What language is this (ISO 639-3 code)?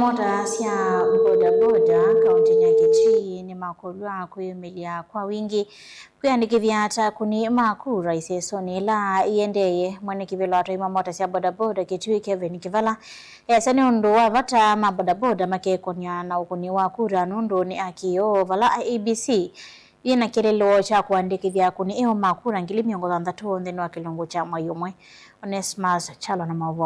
kam